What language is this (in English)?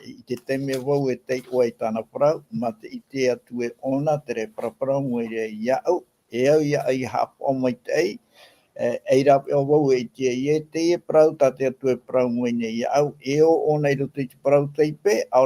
Tahitian